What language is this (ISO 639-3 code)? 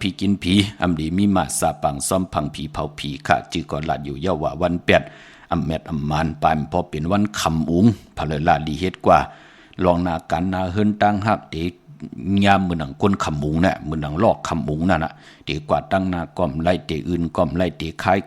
shn